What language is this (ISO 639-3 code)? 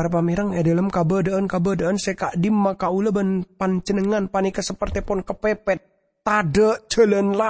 mad